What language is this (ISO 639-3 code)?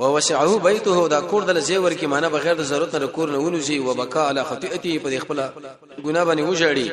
pus